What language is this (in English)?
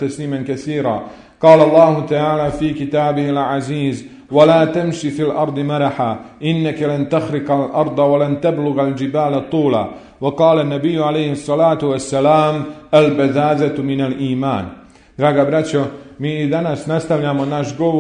Bosnian